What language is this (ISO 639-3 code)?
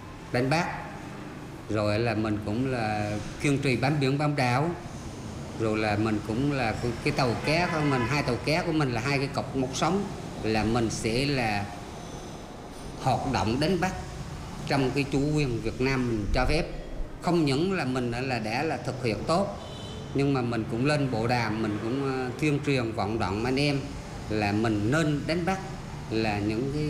vie